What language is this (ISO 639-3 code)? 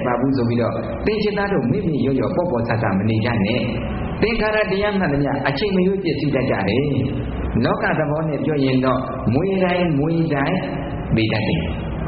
mya